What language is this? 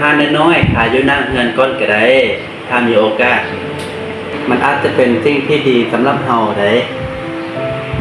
Lao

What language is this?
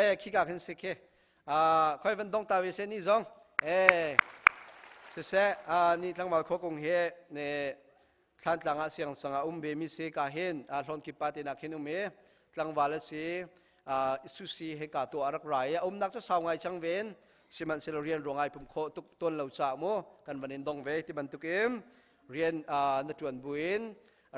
Hakha Chin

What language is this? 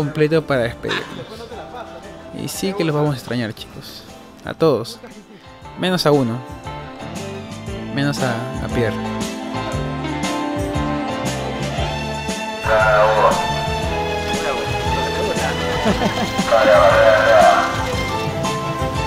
Spanish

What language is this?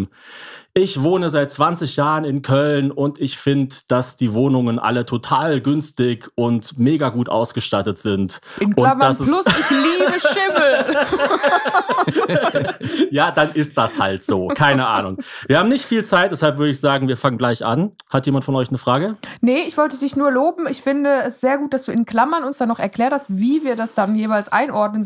German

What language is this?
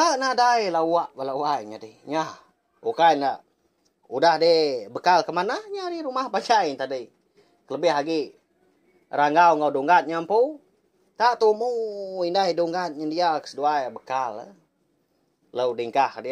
Iban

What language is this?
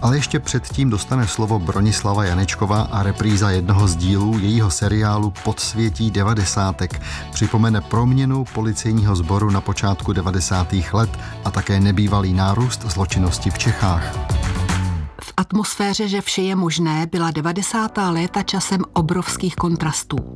Czech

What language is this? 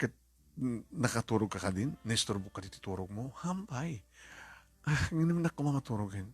Iloko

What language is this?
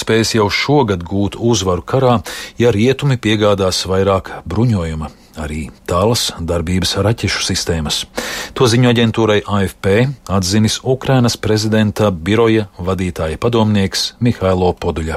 Latvian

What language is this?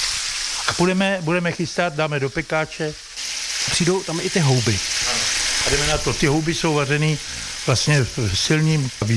Czech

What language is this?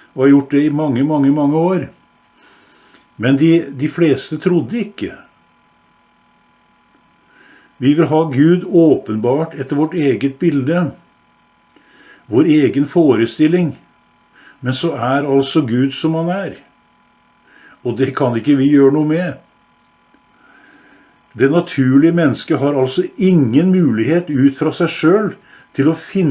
Norwegian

